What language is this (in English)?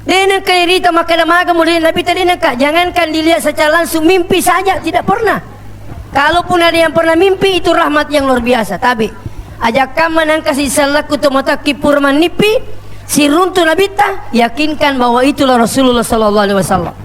Buginese